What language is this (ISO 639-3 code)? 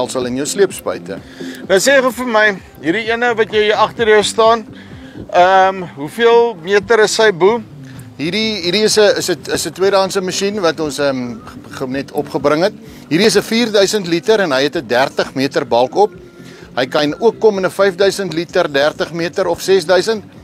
afr